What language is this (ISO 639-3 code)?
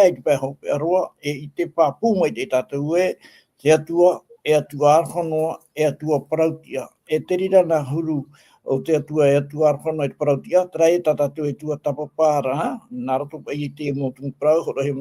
tah